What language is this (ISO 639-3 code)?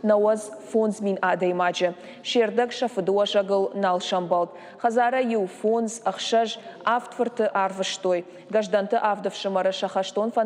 oss